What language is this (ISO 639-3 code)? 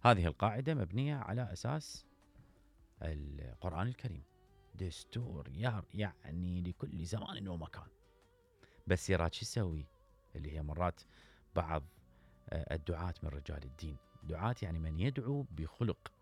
acm